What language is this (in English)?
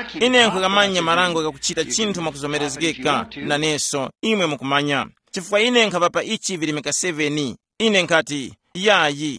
Tumbuka